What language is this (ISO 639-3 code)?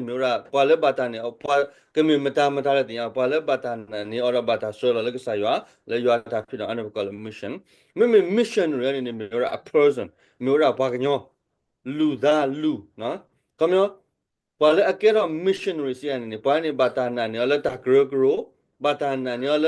ksw